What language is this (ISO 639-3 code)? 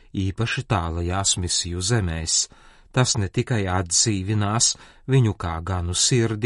lav